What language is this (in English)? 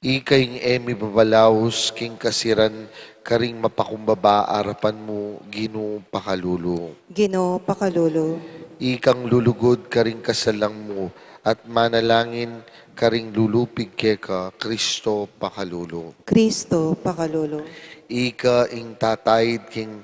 Pampanga